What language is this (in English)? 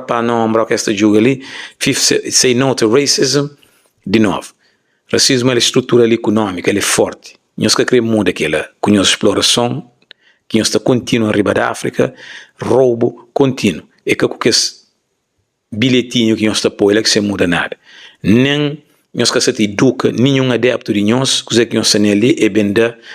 Kabuverdianu